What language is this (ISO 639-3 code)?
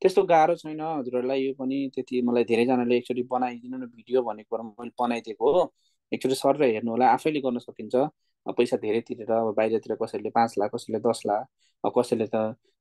nep